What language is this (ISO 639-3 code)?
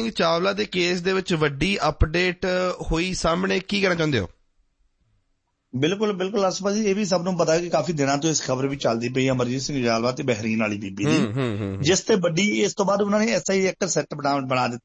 pan